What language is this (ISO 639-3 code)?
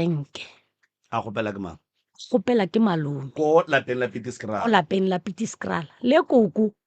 nso